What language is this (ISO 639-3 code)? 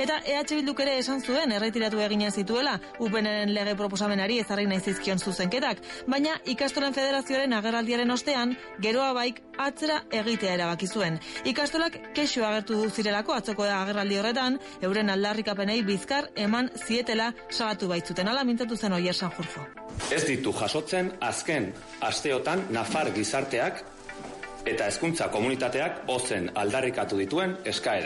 eus